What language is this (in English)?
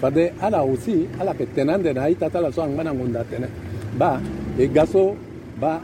Sango